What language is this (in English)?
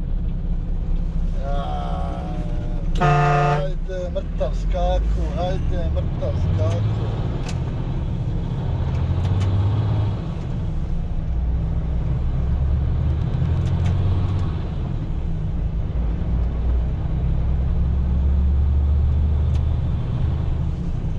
Croatian